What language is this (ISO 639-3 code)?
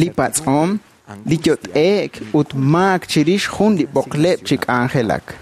kek